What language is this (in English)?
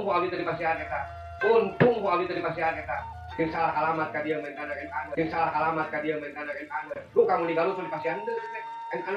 Sundanese